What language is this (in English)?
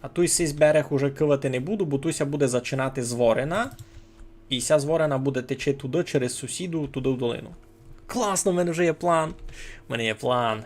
Rusyn